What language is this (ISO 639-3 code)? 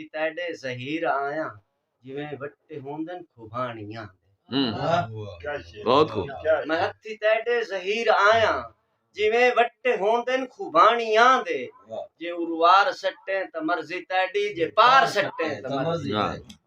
skr